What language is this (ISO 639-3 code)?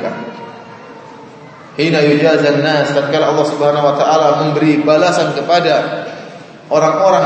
ind